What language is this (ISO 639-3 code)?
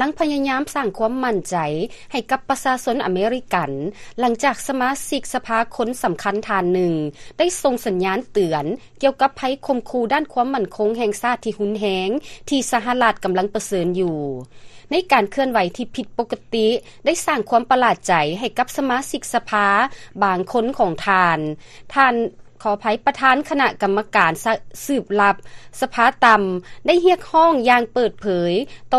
lao